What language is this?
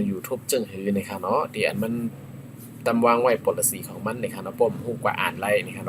Shan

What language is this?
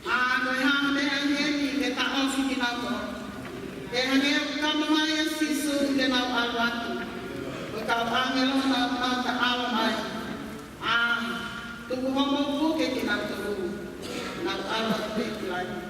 Tongan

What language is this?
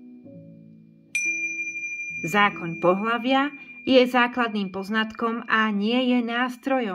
Slovak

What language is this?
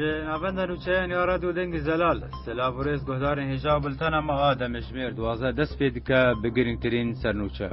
Kurdish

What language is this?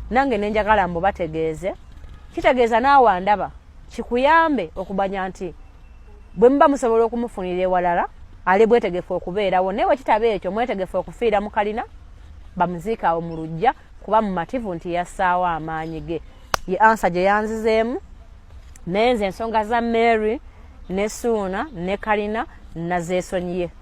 Ganda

